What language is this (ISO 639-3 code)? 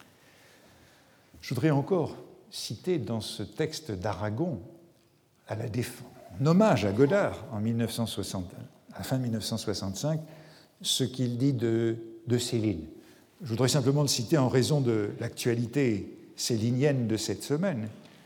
fra